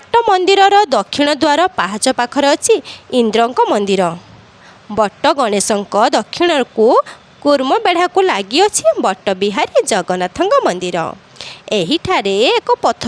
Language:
Odia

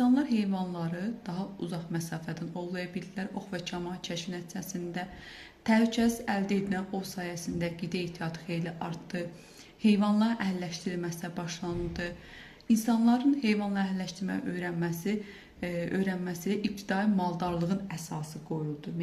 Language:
Azerbaijani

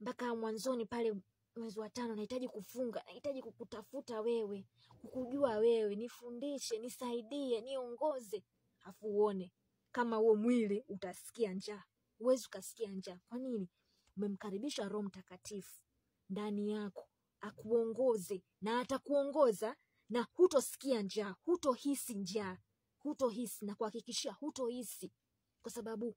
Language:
Swahili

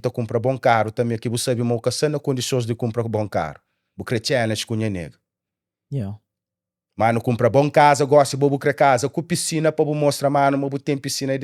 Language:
Kabuverdianu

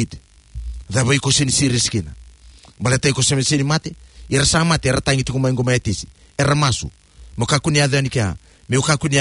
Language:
Fijian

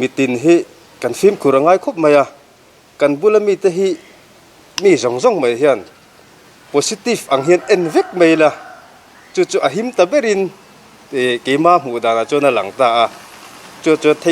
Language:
Mizo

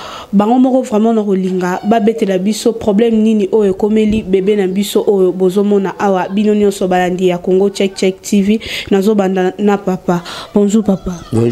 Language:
Lingala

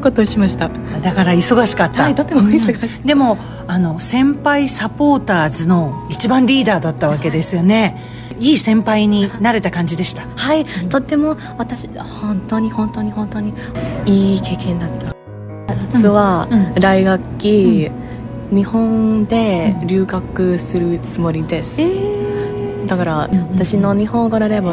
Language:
Japanese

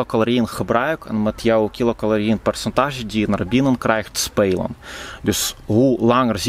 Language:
Dutch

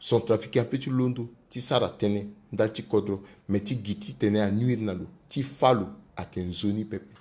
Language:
Sango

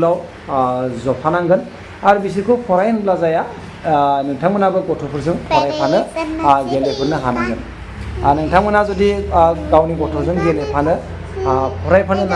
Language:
Bodo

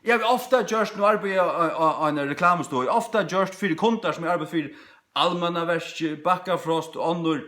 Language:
Faroese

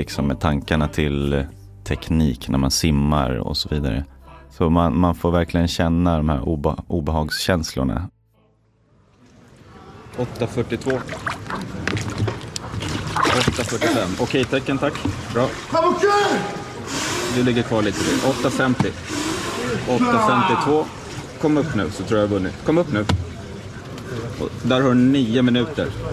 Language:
Swedish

